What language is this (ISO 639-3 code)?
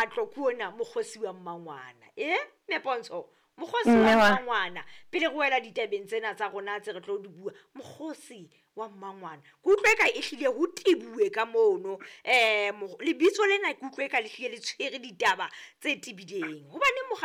sot